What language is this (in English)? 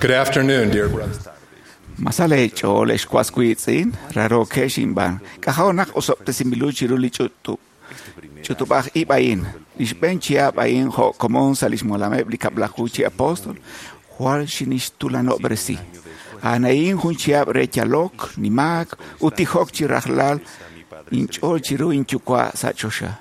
Kekchí